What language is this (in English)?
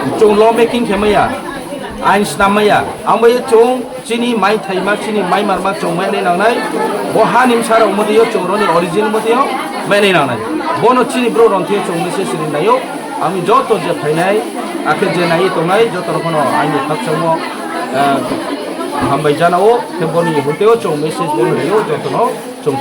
Riang (India)